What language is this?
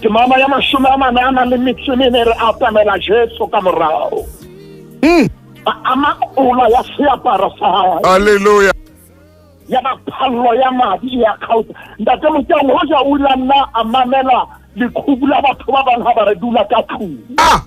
Southern Sotho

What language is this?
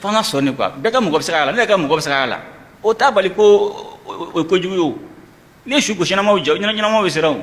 Bambara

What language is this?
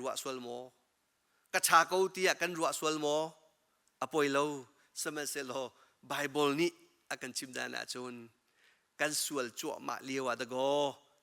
Hakha Chin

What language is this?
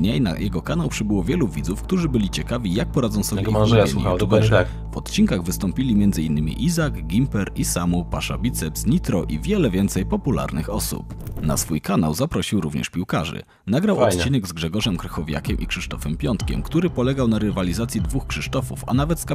Polish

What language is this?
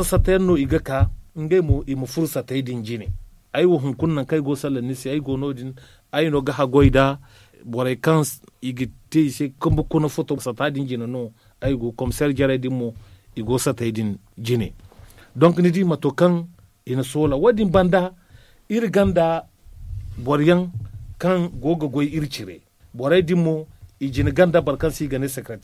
Zarma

